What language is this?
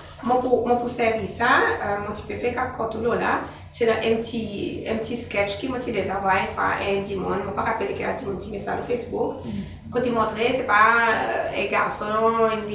Seselwa Creole French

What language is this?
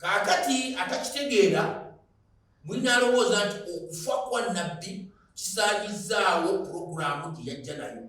Ganda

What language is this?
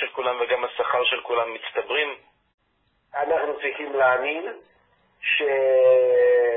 Hebrew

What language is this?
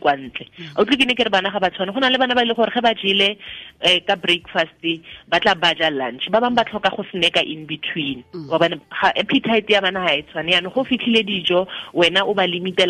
Tswana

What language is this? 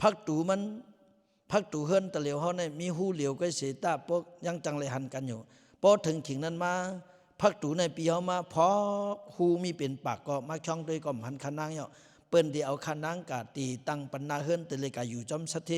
Lao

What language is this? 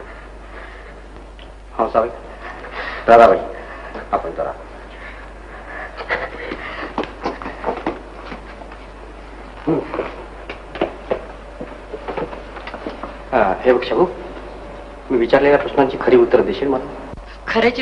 Marathi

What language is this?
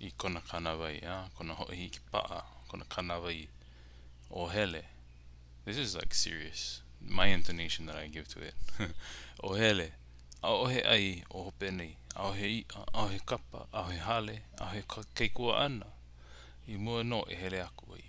Hawaiian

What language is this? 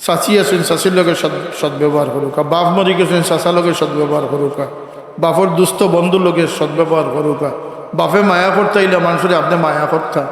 Sylheti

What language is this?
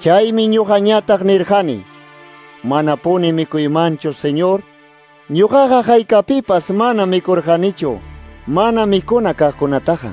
Quechua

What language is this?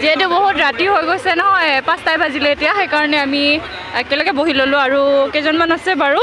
Assamese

